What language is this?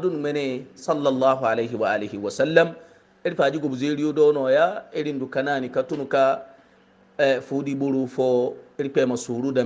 Hausa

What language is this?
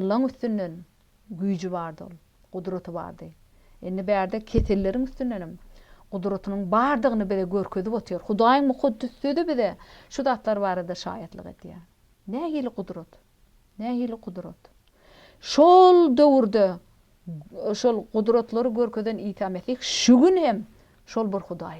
Turkmen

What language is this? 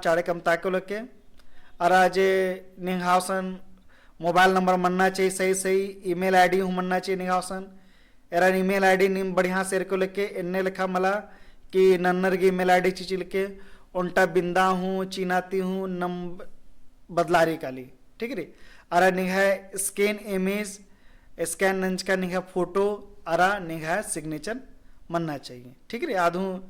Kurukh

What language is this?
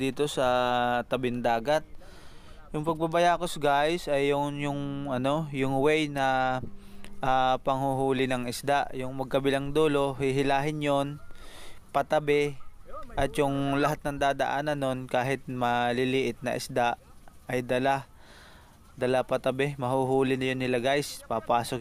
Filipino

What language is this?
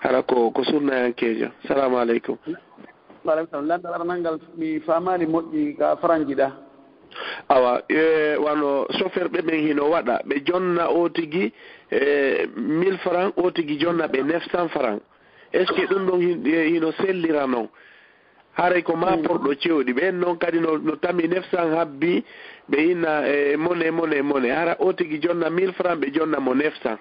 Fula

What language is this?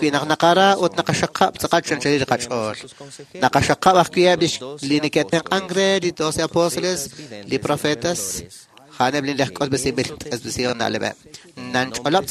Kekchí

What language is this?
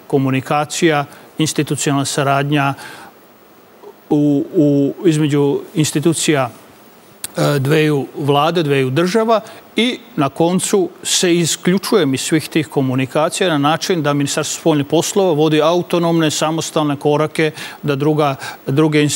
Serbian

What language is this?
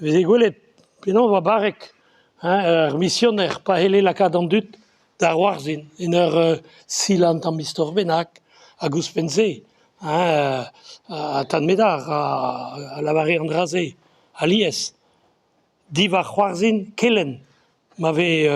Breton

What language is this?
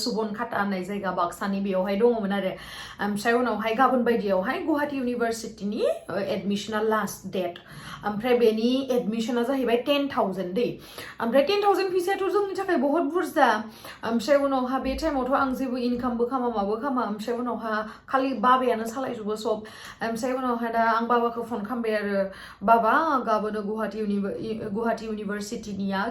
Bodo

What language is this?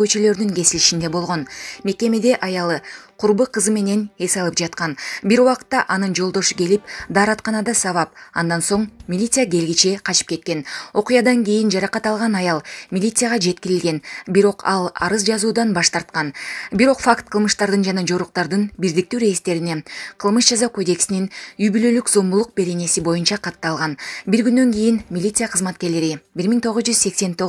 Kyrgyz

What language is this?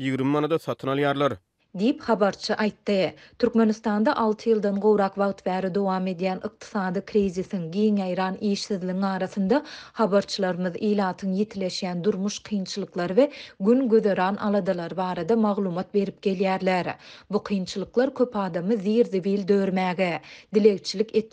Turkmen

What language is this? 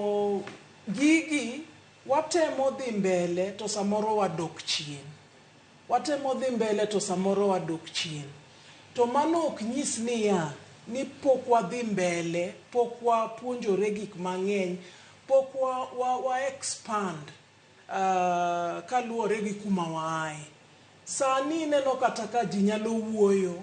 Luo (Kenya and Tanzania)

